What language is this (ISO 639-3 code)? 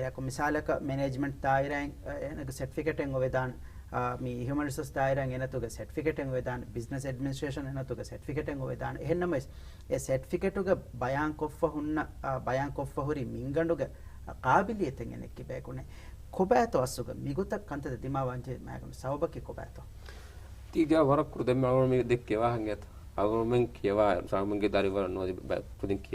div